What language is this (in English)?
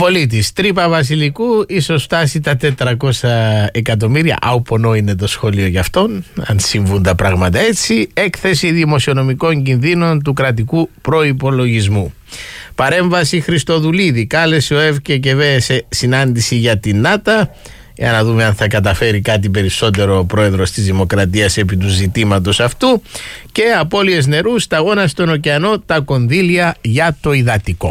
Greek